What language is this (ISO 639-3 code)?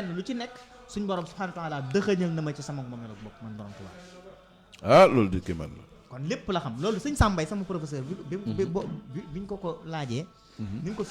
wol